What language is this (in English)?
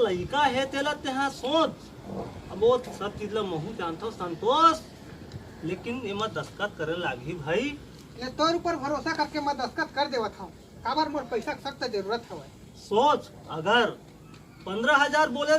Chhattisgarhi